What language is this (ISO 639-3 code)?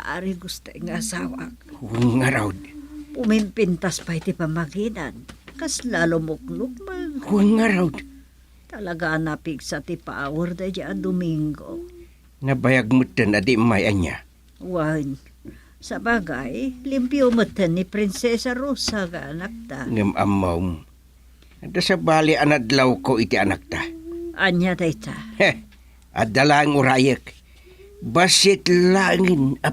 ilo